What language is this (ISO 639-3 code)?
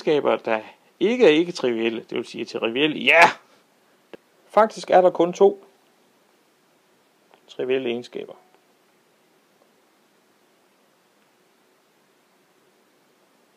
dan